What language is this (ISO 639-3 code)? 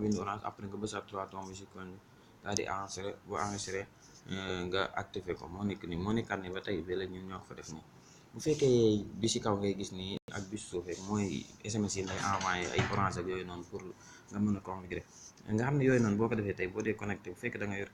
wol